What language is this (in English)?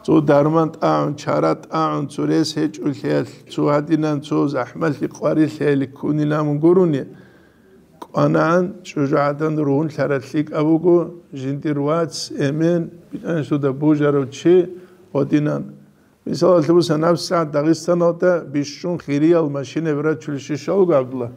Avaric